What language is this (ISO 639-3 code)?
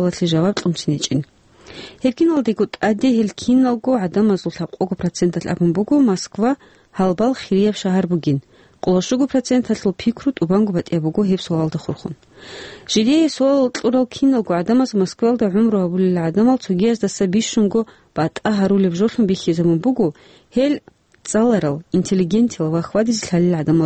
ava